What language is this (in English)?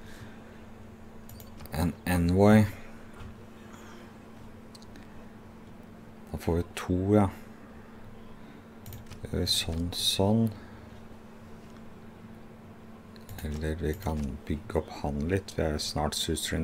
Norwegian